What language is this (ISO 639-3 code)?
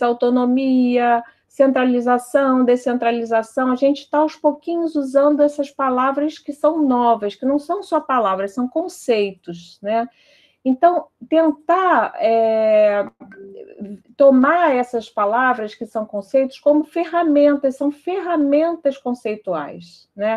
por